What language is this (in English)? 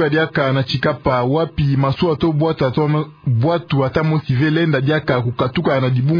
Kituba (Democratic Republic of Congo)